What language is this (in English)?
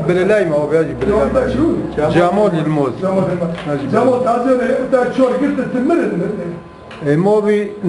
Kurdish